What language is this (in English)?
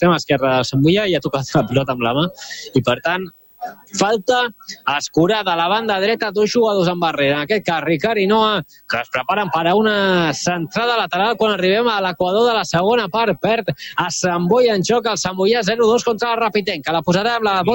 Catalan